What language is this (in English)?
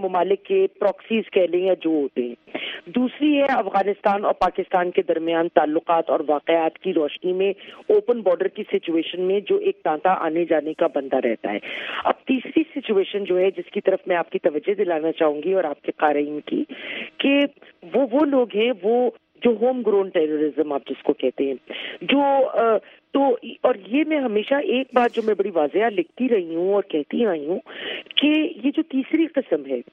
Urdu